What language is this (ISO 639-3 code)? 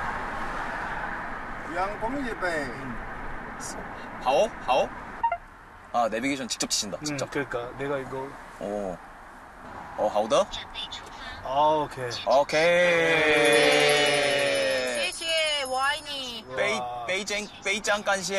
kor